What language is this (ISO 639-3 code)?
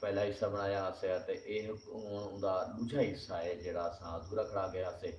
skr